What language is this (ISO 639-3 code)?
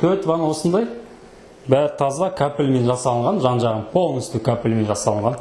kaz